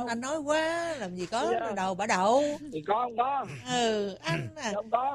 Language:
Vietnamese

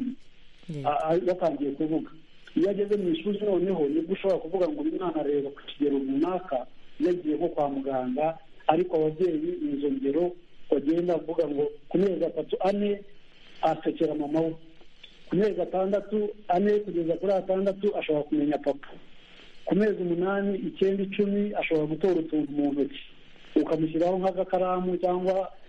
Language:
Kinyarwanda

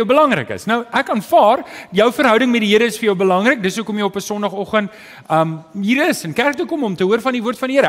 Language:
Afrikaans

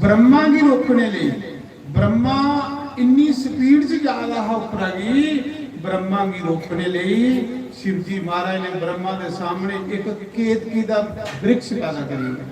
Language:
Dogri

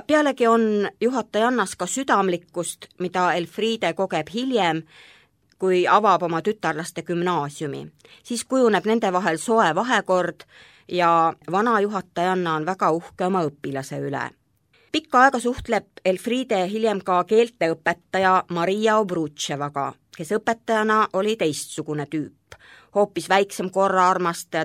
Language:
Estonian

